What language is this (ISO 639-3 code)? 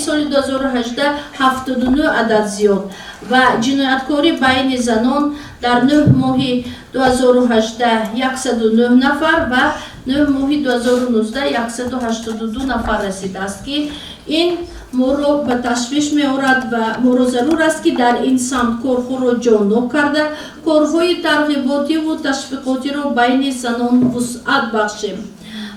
tgk